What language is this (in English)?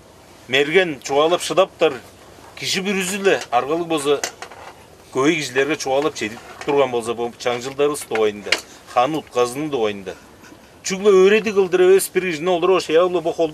Tuvinian